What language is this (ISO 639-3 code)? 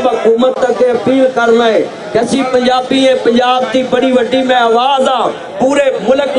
lah